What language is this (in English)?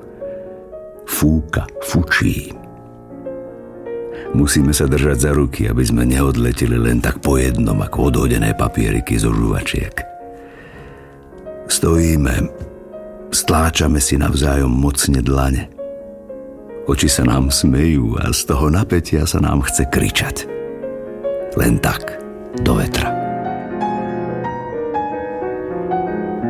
Slovak